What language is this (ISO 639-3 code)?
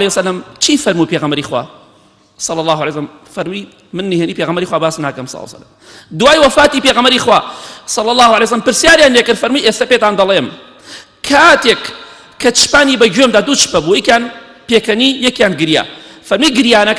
ckb